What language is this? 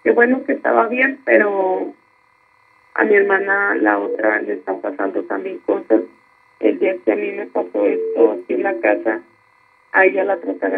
Spanish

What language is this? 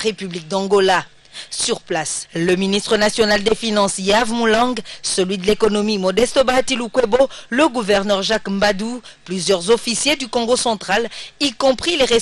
French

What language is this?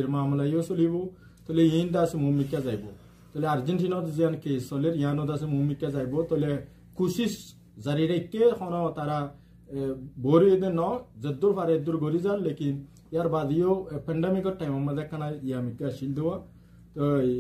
Rohingya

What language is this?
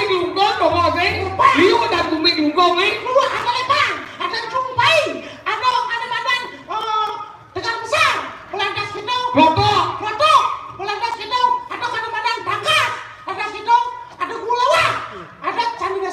Balinese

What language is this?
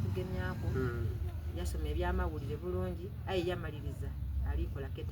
Soga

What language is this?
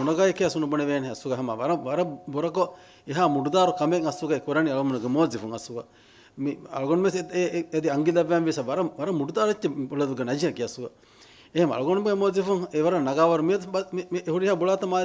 Divehi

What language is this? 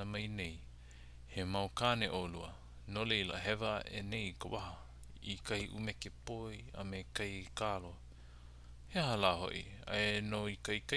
Hawaiian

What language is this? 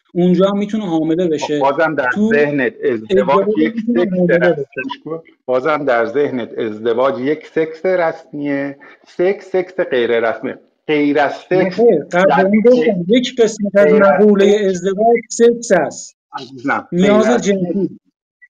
Persian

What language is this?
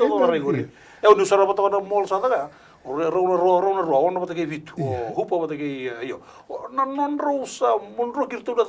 Fijian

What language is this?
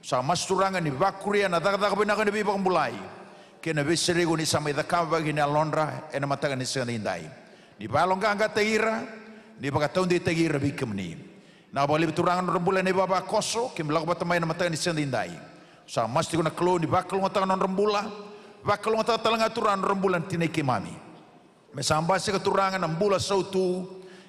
Fijian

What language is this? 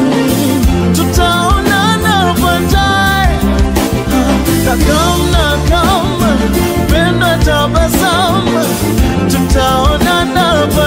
Swahili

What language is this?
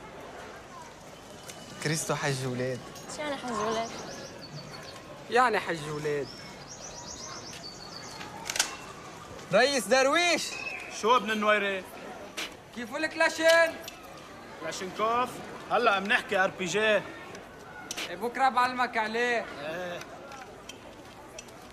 North Levantine Arabic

